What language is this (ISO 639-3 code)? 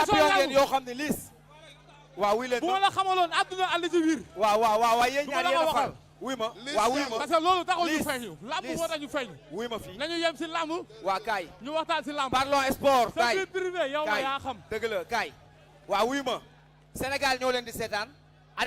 wol